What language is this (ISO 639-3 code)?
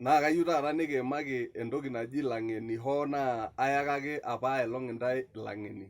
mas